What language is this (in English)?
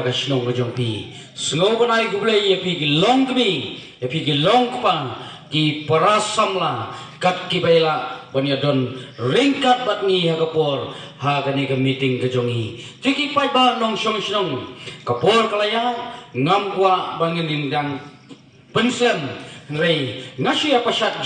Khasi